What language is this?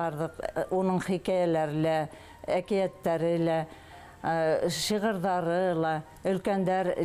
Bashkir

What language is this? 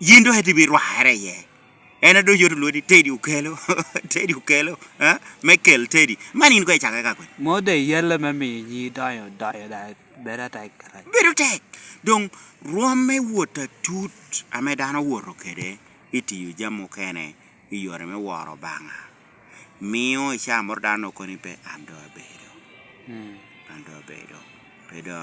Lango (Uganda)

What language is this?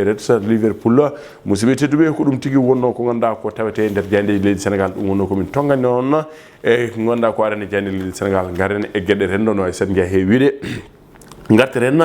Fula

